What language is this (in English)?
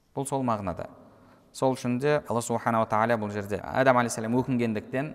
Kazakh